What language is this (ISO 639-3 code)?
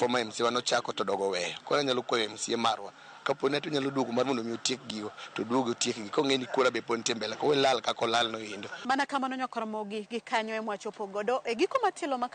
luo